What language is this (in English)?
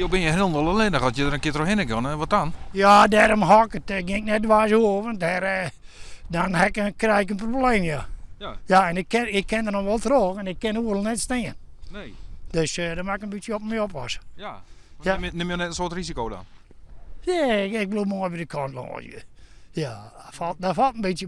Western Frisian